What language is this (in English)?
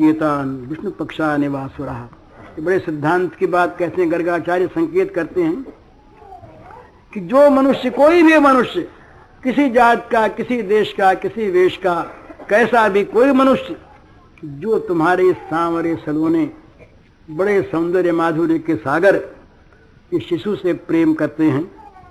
Hindi